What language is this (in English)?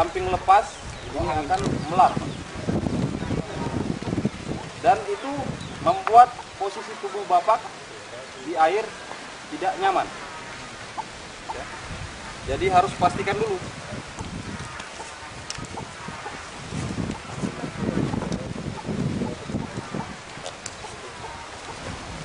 Indonesian